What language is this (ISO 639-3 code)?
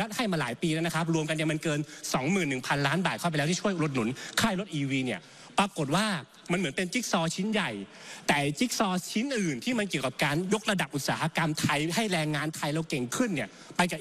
tha